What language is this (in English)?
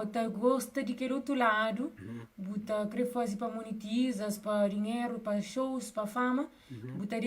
Kabuverdianu